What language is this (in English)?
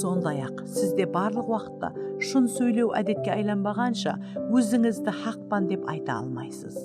Kara-Kalpak